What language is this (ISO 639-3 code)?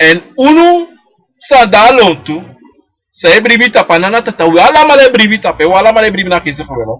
srn